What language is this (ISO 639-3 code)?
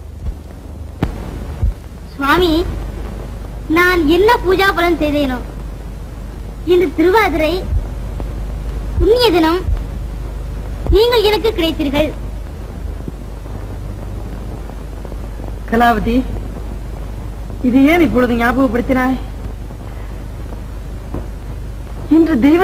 tam